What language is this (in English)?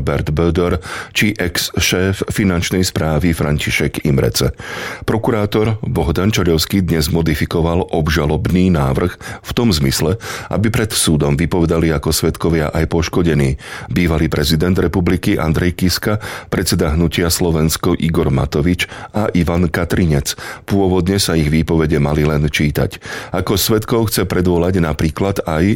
Slovak